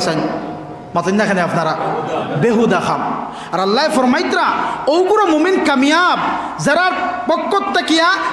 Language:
Sylheti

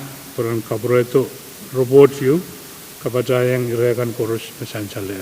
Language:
Pohnpeian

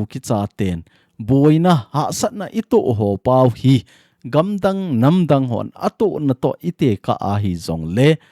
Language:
Thado Chin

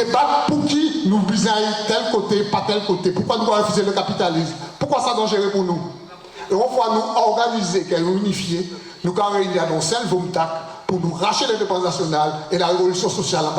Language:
Guadeloupean Creole French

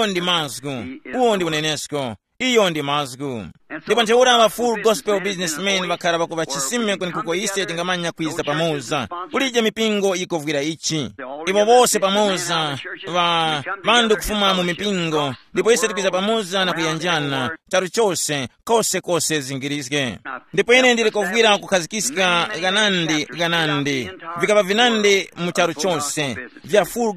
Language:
Tumbuka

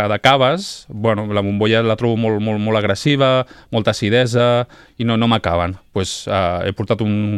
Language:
Catalan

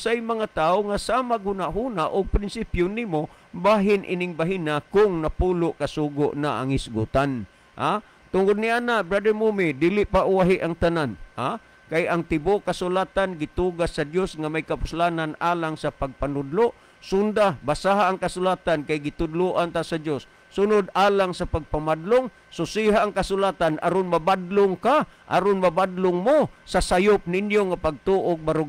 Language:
Cebuano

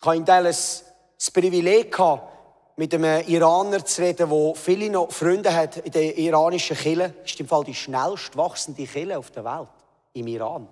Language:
Swiss German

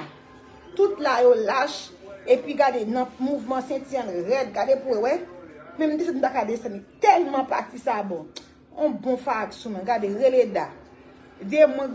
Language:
Haitian Creole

